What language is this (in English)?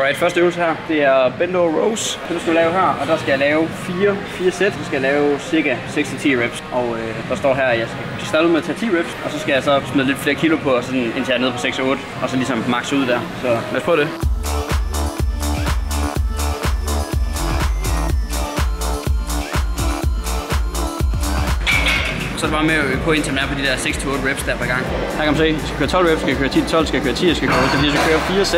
Danish